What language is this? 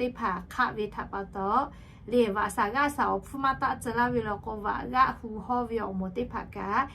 Lahu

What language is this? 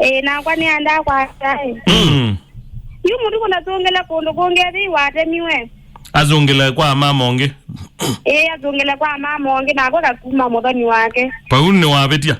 Kamba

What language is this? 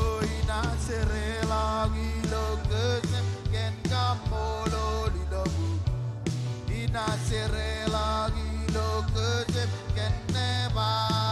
Marshallese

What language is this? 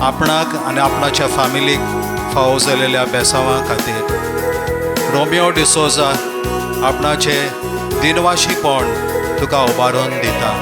Konkani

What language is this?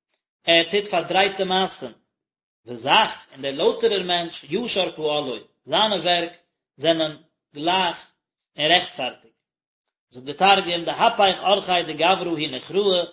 Yiddish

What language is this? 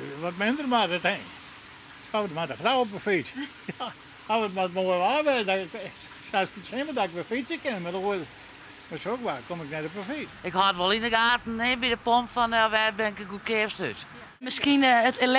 Western Frisian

